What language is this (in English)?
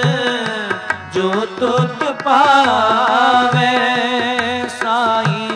Punjabi